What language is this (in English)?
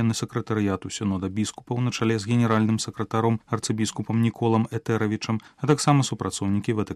Belarusian